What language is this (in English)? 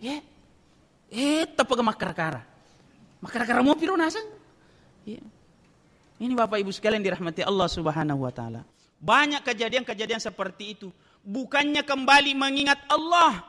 Buginese